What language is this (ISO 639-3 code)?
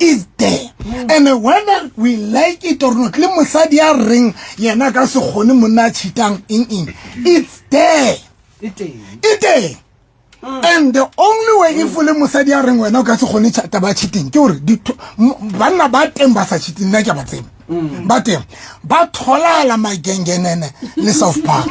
sot